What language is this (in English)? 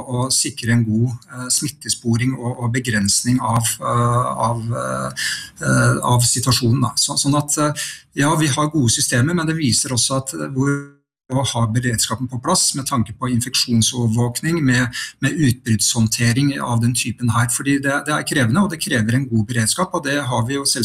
Norwegian